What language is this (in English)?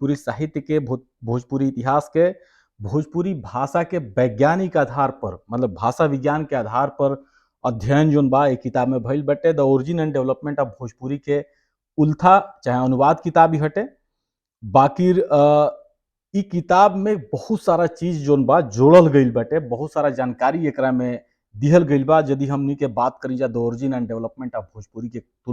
Bhojpuri